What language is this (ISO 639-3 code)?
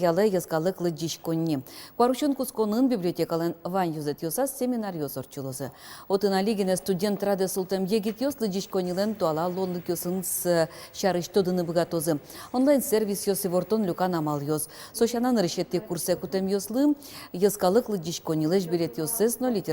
udm